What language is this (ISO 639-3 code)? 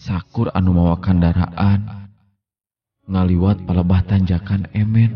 sun